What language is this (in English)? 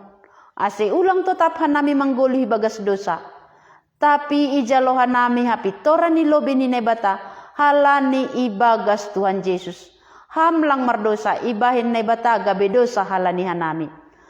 Batak Simalungun